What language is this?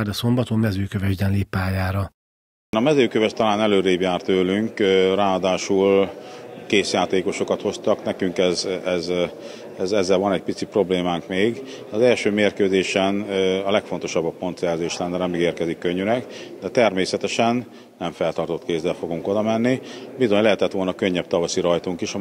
Hungarian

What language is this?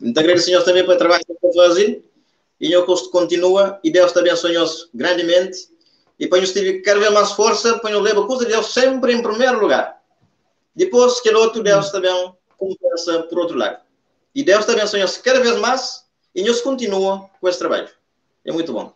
Kabuverdianu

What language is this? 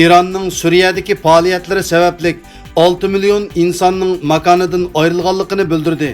Uyghur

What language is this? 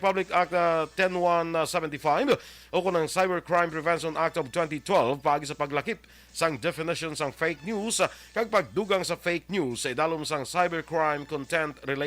Hiligaynon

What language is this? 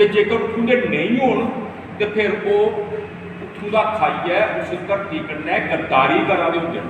Dogri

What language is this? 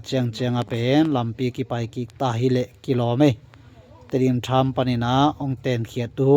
Tedim Chin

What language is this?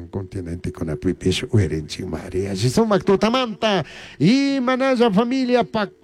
Chimborazo Highland Quichua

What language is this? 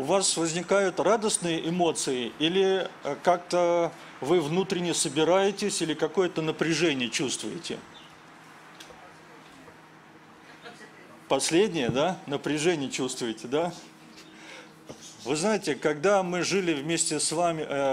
Russian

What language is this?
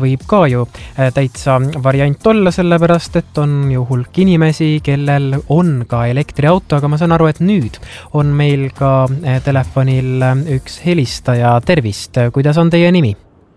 Estonian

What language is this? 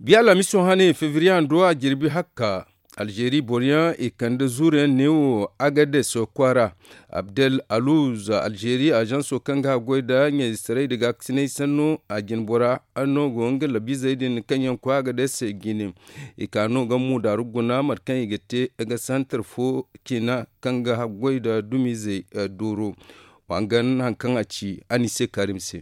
Zarma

